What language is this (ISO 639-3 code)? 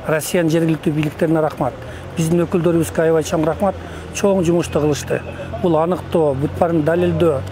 kir